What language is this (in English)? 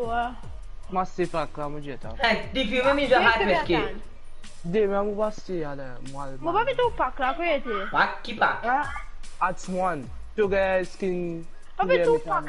Morisyen